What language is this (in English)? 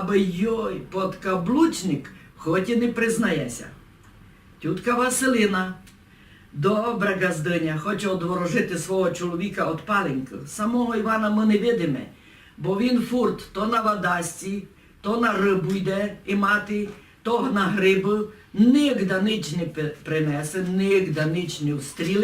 Rusyn